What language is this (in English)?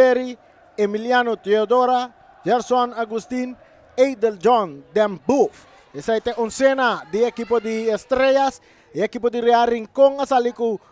Papiamento